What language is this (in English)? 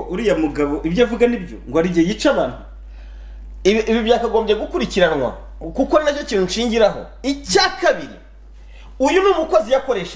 Kinyarwanda